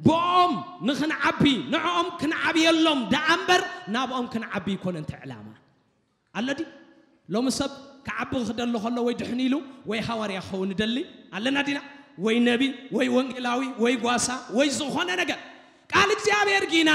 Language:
Tigrinya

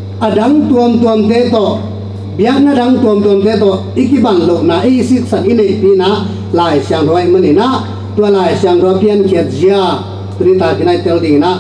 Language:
Tedim Chin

